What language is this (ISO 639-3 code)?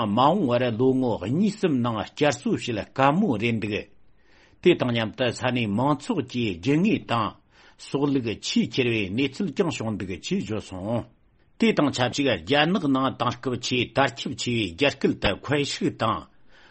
bod